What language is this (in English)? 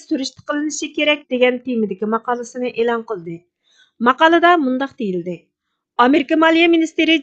Uyghur